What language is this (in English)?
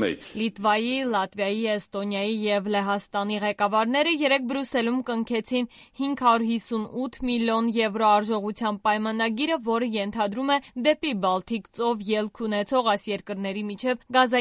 Armenian